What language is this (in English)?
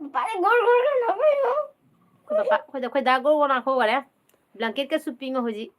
Manipuri